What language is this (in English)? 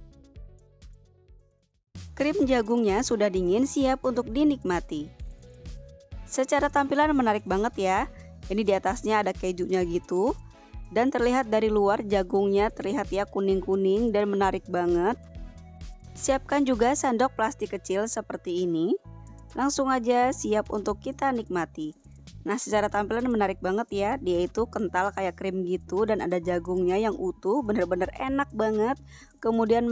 Indonesian